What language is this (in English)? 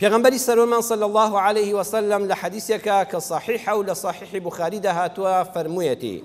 Central Kurdish